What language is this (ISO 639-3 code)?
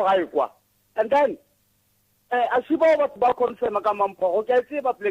nso